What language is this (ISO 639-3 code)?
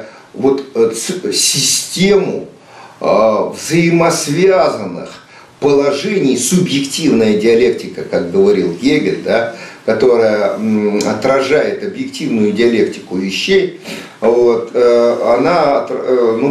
rus